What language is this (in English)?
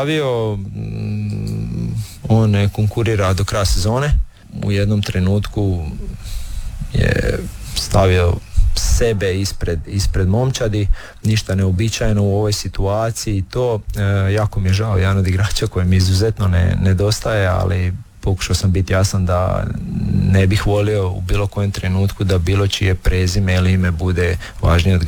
Croatian